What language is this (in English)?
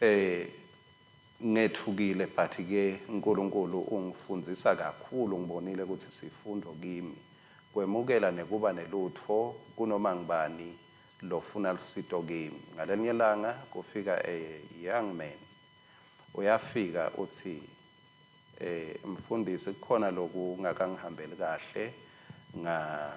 Swati